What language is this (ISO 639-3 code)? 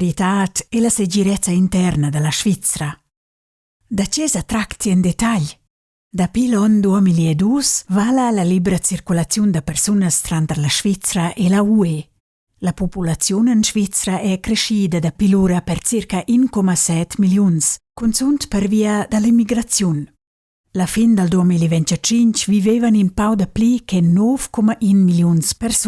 roh